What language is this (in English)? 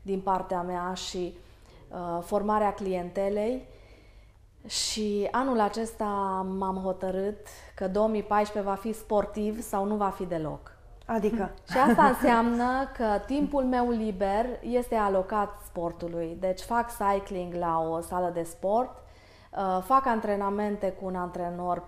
Romanian